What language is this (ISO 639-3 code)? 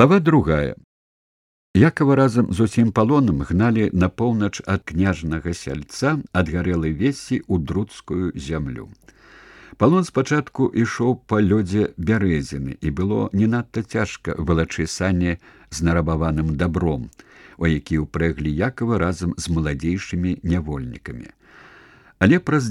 bel